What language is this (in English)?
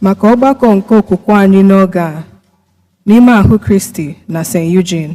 Igbo